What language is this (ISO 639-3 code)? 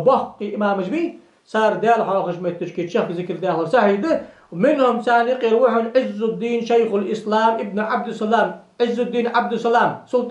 inh